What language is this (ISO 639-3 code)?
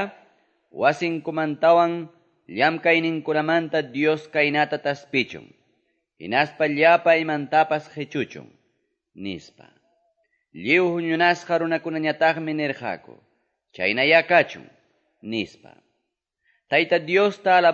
que